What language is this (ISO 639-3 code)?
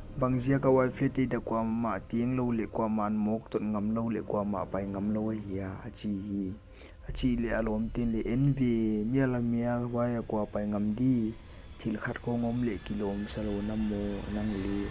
pck